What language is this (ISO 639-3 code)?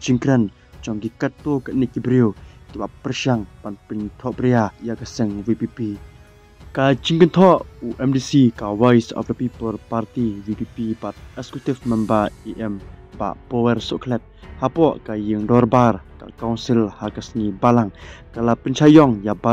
kha